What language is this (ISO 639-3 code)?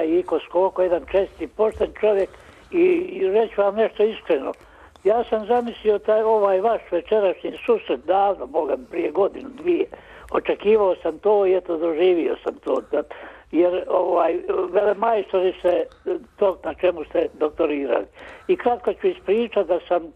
bos